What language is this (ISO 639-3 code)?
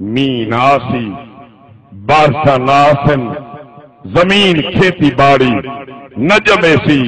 skr